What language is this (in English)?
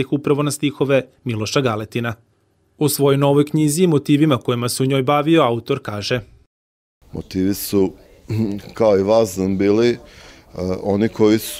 Serbian